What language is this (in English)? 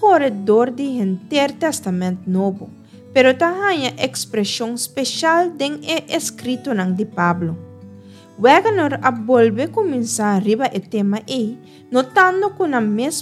Papiamento